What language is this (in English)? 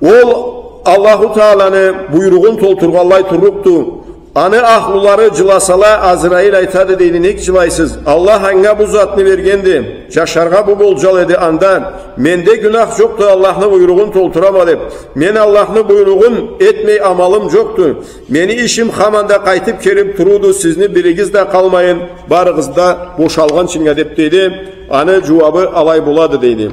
Karachay-Balkar